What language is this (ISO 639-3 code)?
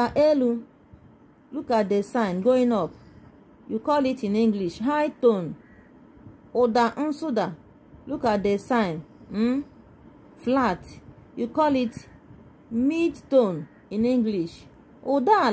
ibo